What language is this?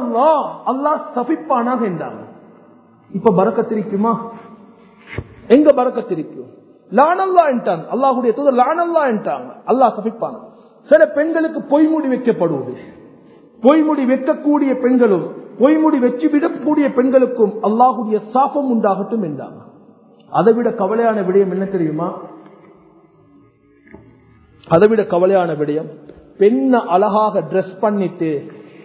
Tamil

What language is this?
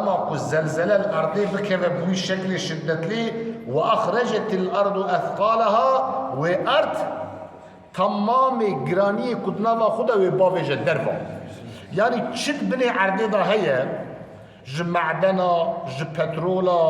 Kurdish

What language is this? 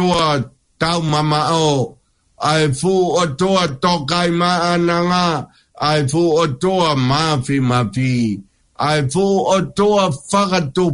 Tongan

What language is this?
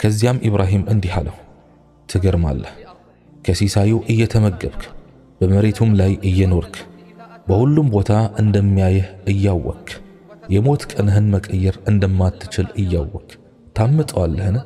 Amharic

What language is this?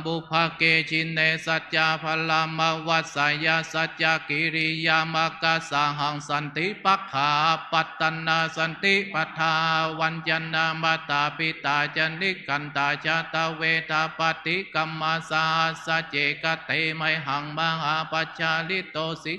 Pali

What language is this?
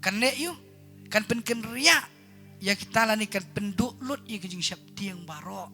Khasi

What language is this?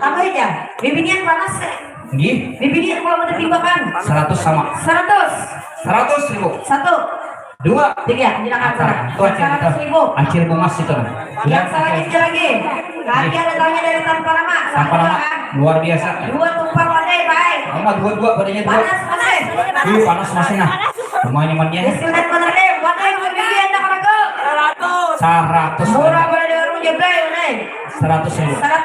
Banjar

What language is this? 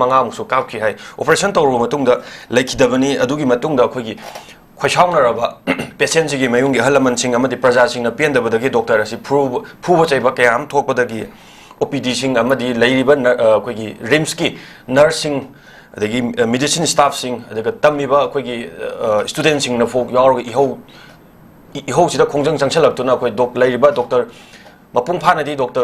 Manipuri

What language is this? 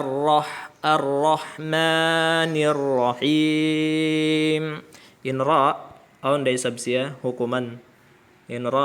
Tausug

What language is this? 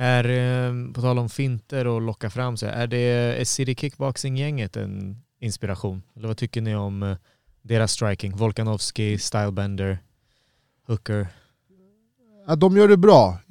Swedish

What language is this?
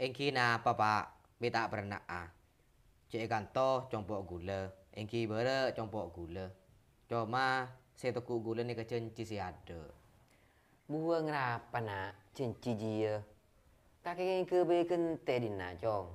Madurese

